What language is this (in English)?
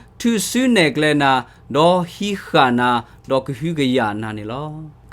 S'gaw Karen